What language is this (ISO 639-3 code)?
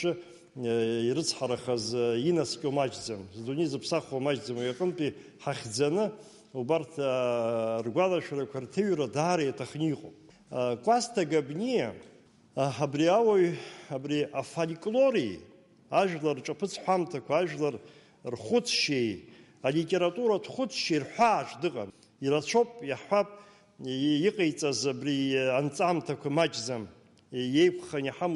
abk